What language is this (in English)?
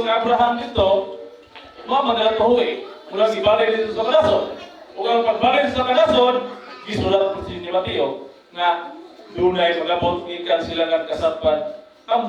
Cebuano